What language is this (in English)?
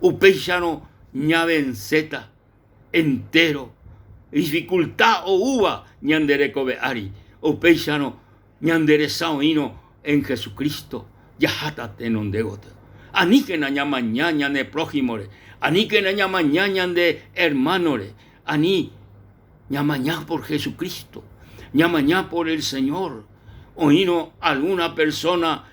Guarani